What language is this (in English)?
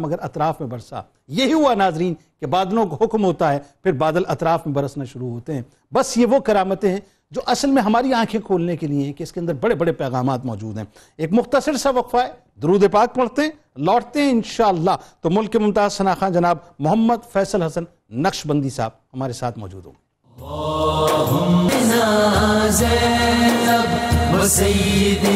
Urdu